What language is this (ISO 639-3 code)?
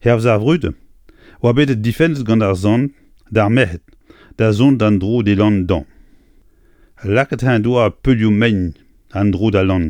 bre